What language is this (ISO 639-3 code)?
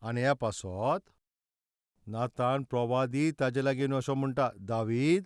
kok